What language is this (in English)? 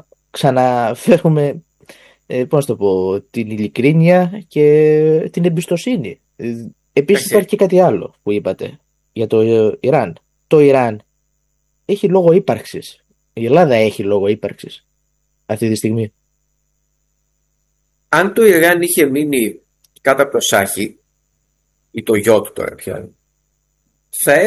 Greek